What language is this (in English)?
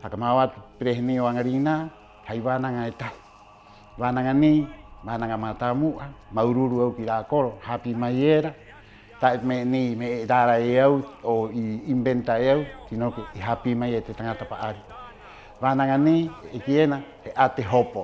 Rapanui